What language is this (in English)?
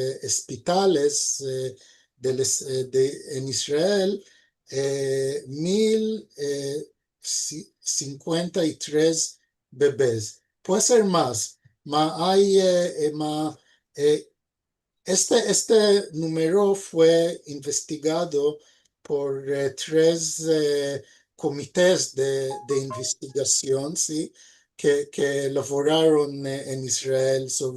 Ladino